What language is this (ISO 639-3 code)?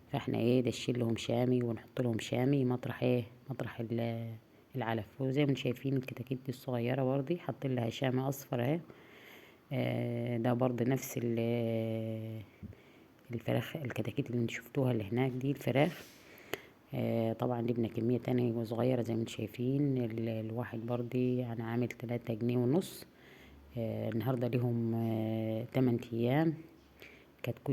arz